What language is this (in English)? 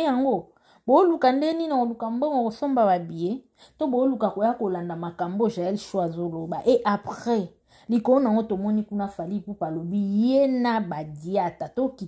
Lingala